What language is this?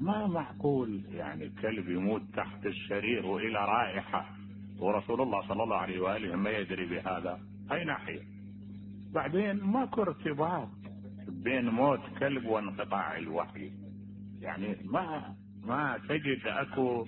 Mesopotamian Arabic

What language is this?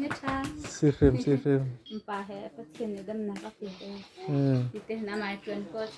Hakha Chin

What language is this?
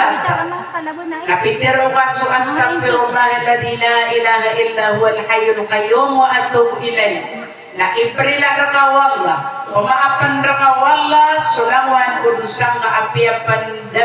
Maranao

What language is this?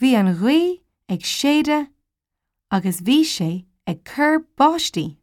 Irish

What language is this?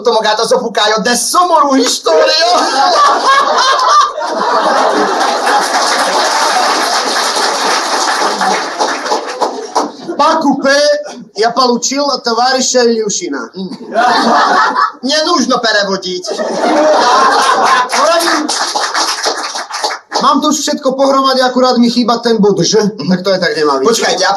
Slovak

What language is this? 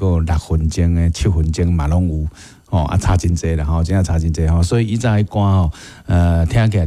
Min Nan Chinese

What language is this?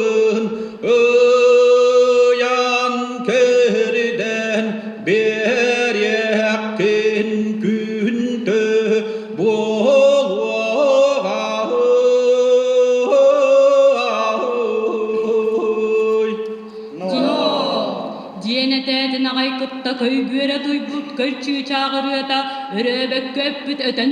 Yakut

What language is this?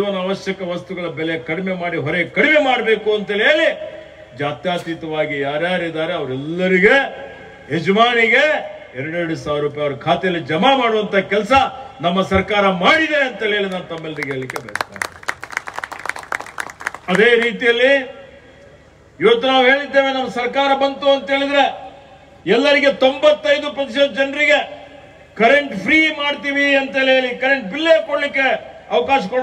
Kannada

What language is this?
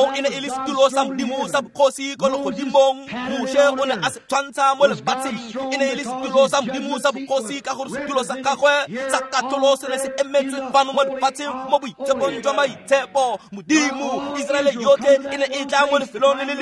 Tswana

